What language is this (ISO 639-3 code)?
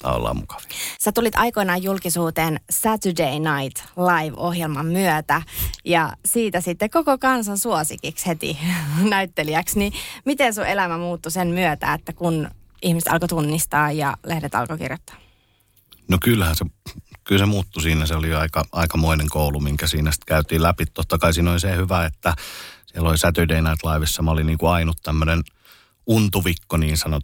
fin